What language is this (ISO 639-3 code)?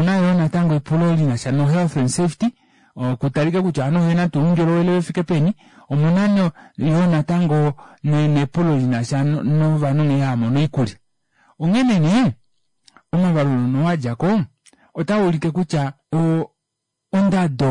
kua